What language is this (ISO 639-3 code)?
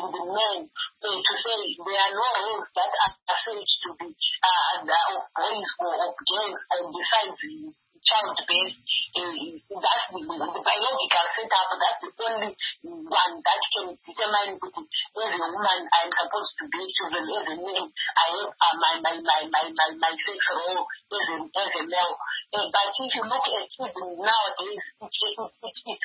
eng